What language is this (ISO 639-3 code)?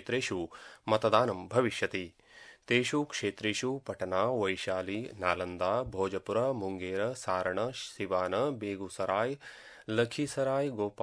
san